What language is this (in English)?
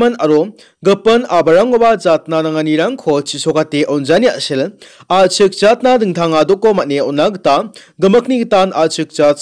Garo